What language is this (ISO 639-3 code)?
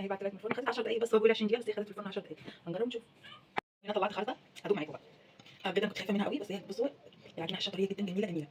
arz